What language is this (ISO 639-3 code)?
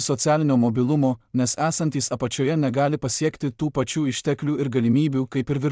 lit